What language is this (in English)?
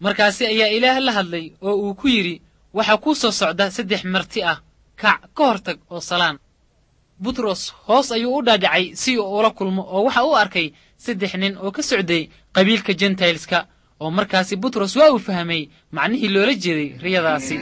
Somali